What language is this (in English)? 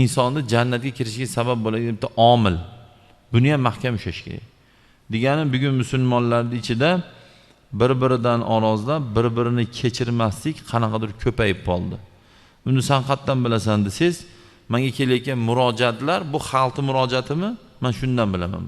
Uzbek